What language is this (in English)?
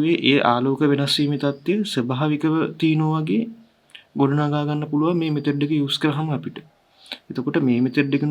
Sinhala